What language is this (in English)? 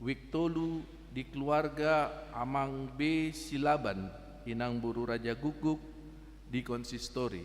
Batak Toba